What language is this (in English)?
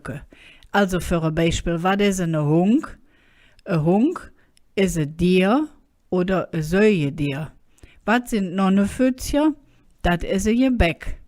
Colognian